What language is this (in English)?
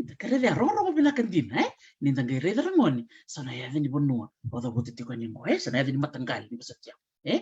Fijian